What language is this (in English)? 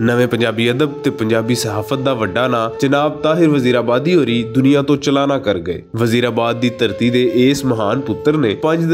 Western Panjabi